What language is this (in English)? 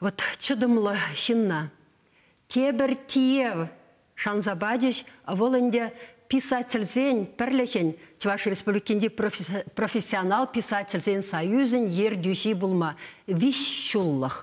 Chuvash